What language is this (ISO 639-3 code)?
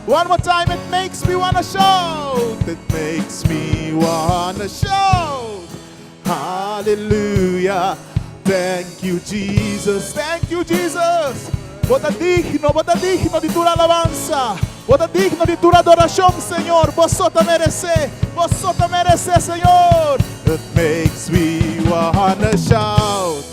pap